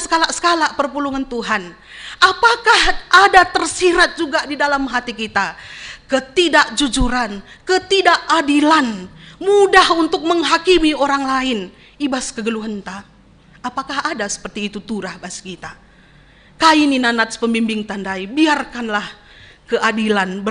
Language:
Batak Karo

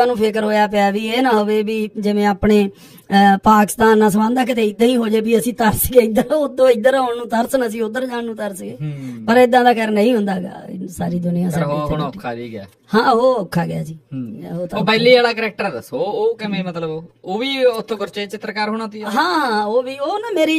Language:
Punjabi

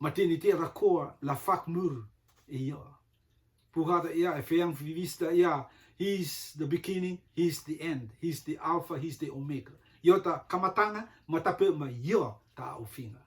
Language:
Rotuman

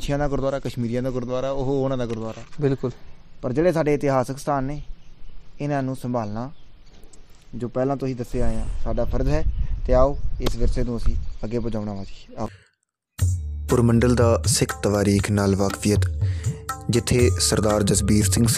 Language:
Punjabi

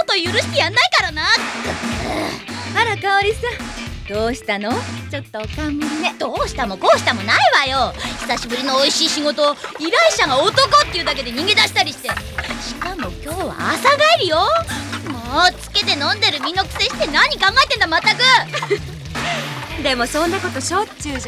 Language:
Japanese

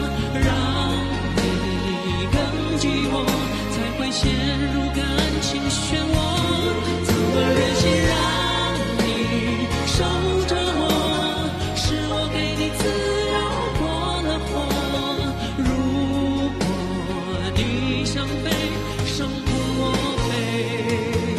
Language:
Chinese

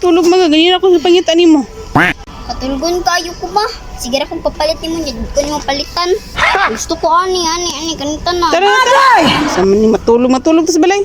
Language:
Cebuano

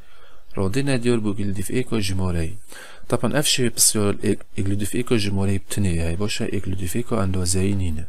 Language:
Kurdish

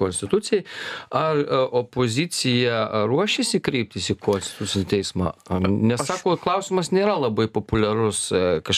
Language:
Lithuanian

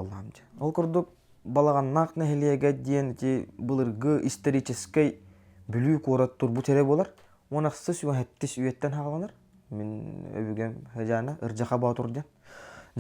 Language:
Yakut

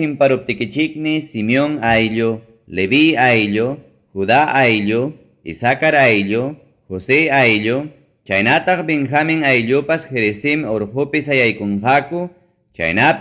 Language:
Ayacucho Quechua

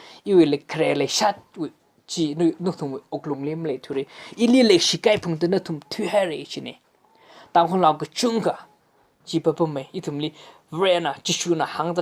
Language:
Tangkhul Naga (India)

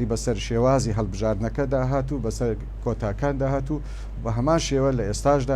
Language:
Central Kurdish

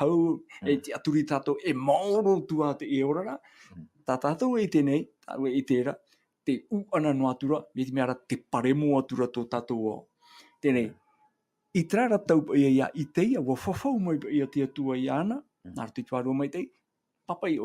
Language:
Tahitian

